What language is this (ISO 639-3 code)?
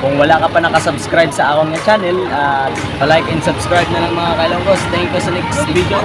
hil